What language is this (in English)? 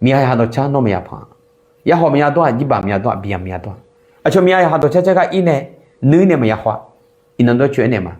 Akha